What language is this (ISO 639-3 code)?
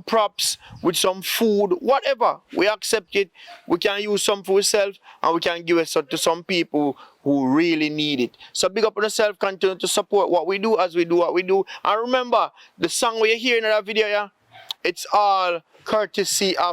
jam